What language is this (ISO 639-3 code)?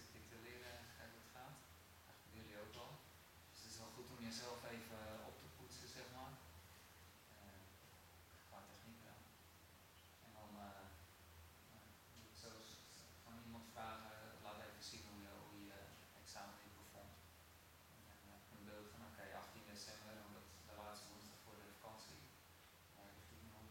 nld